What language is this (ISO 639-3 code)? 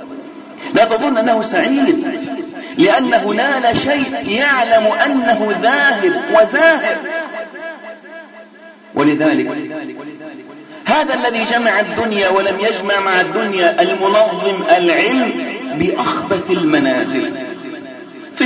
ara